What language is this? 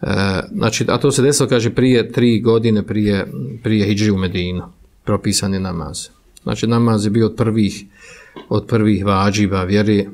Bosnian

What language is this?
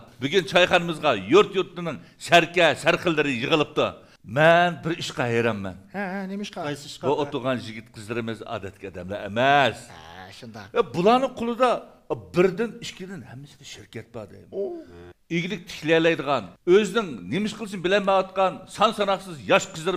Uyghur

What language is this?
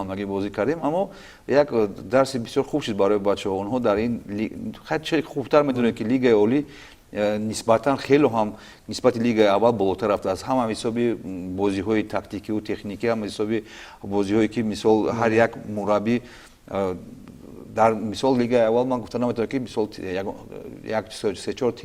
Tajik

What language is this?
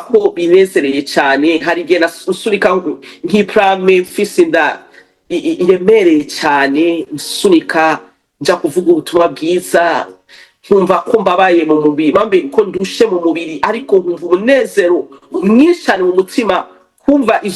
Rundi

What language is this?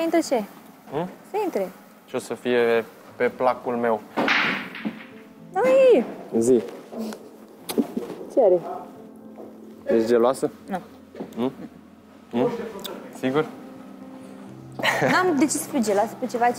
Romanian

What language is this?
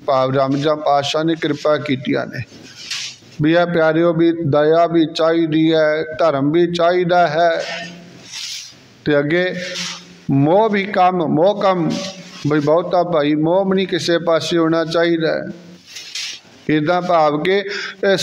Punjabi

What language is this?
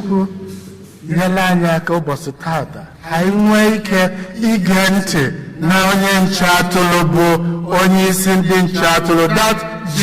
Igbo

